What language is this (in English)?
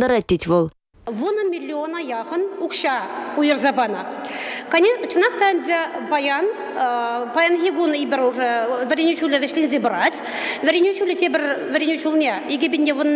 Chuvash